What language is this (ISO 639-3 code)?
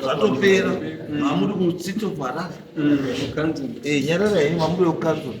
sna